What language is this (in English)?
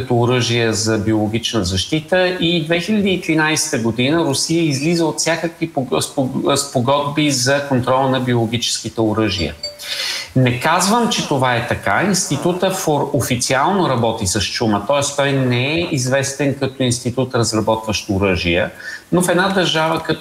Bulgarian